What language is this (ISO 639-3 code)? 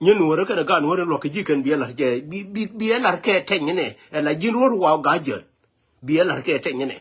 nus